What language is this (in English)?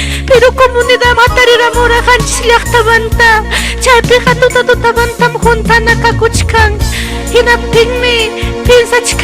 Ayacucho Quechua